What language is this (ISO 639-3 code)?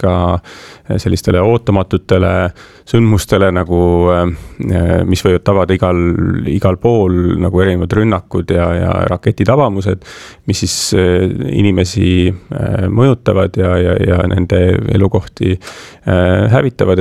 est